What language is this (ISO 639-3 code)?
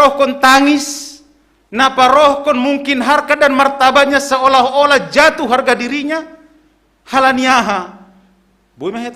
bts